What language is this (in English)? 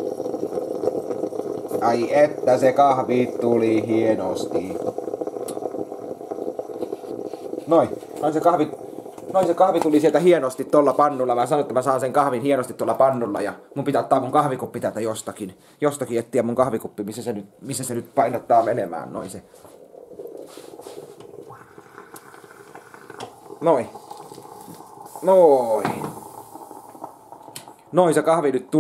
Finnish